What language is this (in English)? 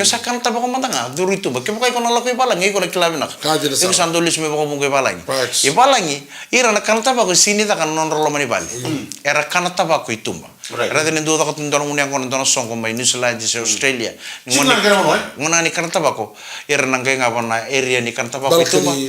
Fijian